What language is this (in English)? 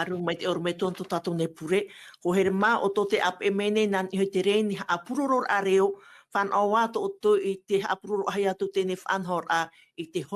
Tahitian